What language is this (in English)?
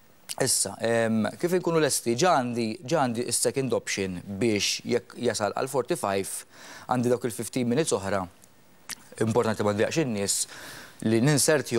Maltese